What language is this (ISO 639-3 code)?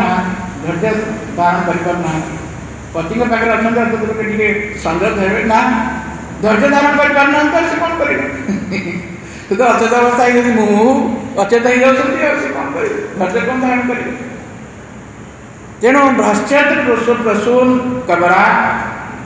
ori